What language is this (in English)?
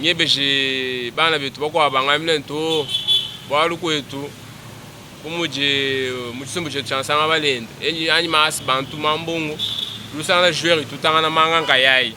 Luba-Lulua